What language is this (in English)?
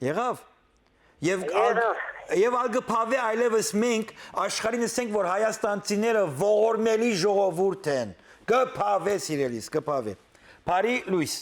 Western Armenian